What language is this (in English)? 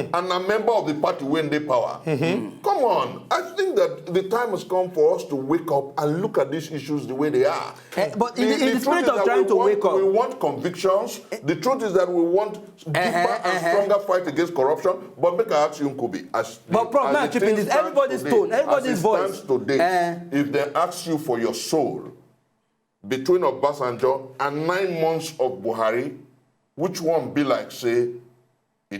Nigerian Pidgin